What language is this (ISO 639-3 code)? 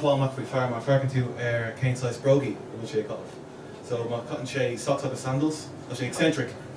gle